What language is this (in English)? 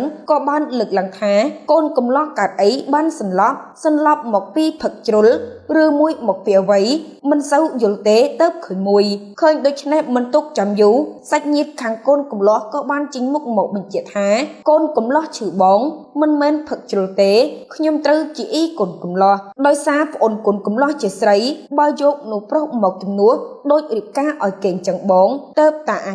Khmer